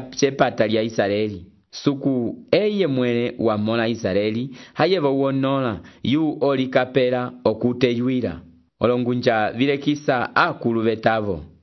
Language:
Umbundu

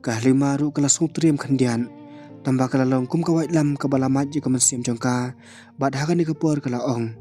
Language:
Khasi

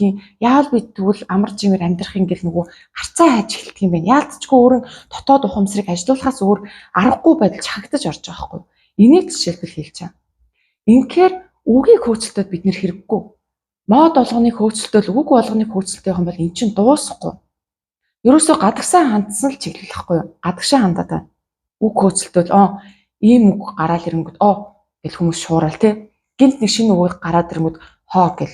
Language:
Mongolian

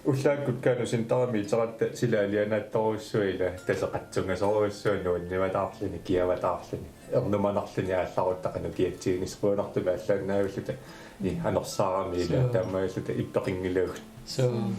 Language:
Kalaallisut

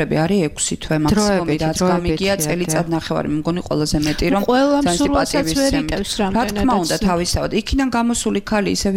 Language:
Georgian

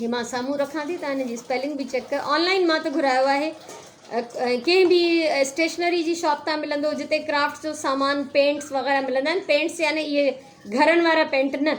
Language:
Sindhi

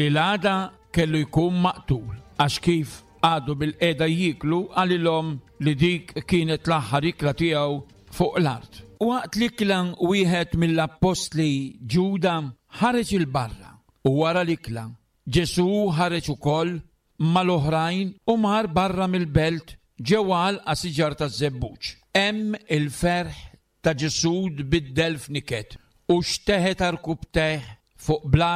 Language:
Maltese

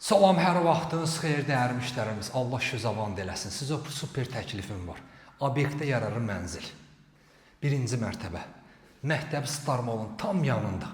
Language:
Azerbaijani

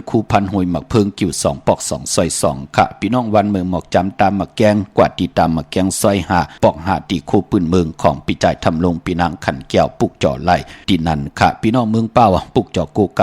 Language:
Shan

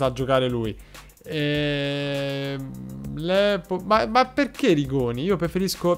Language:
Italian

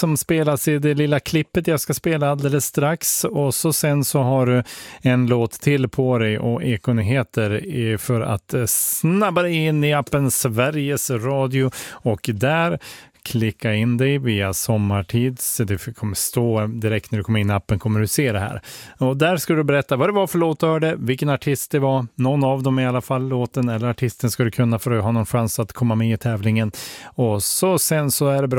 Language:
Swedish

